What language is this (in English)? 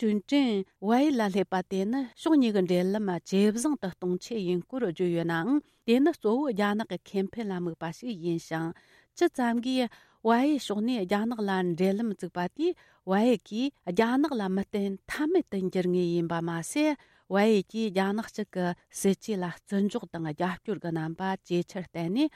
Tibetan